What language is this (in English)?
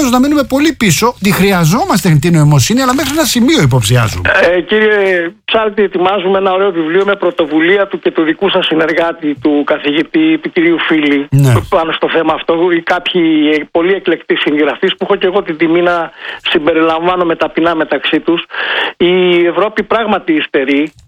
Greek